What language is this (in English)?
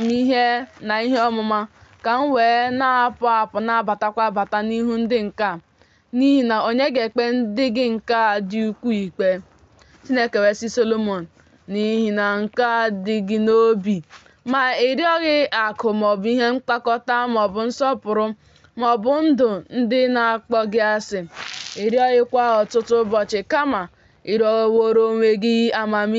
Igbo